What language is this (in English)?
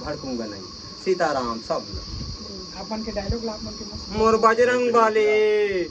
Chhattisgarhi